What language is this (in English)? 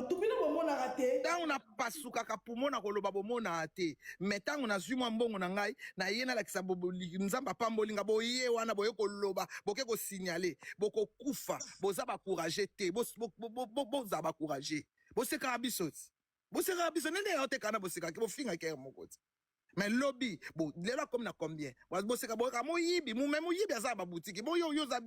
Lingala